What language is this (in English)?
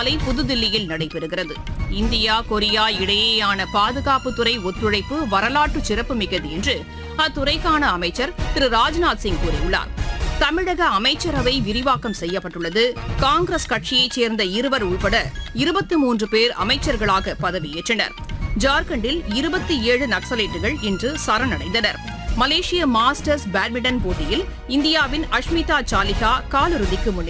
Tamil